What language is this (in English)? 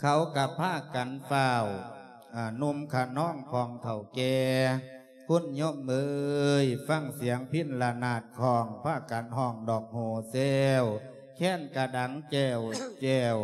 Lao